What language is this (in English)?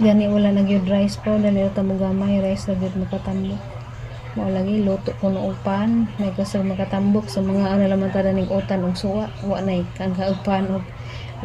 Cebuano